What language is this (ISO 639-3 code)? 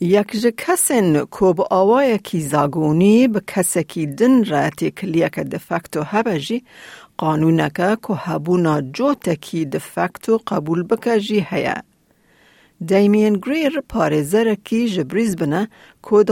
kur